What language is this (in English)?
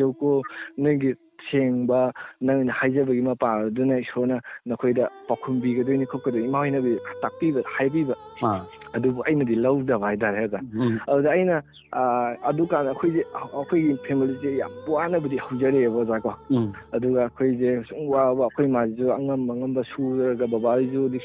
Manipuri